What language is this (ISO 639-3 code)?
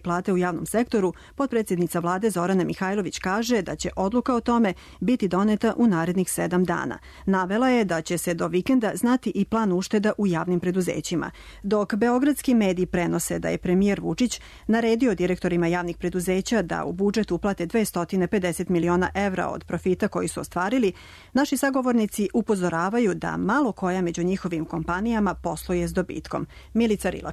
srp